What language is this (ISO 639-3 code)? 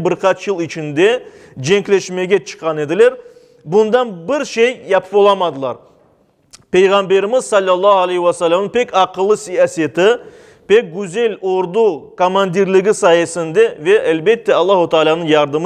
crh